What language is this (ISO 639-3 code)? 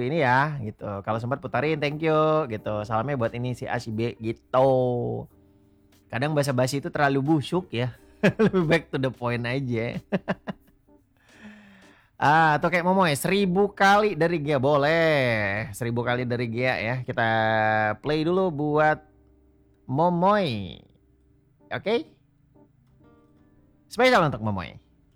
ind